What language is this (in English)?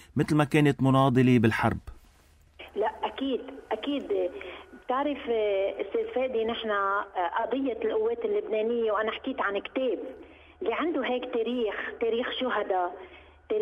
North Levantine Arabic